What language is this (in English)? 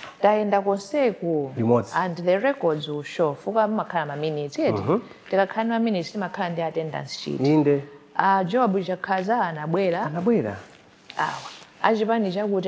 Nyanja